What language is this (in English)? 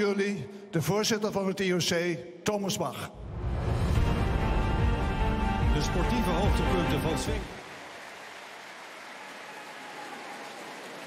Dutch